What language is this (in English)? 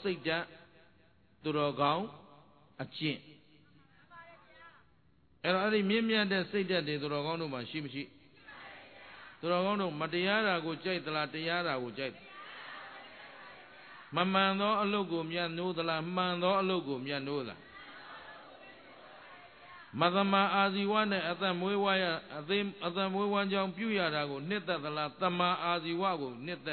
Burmese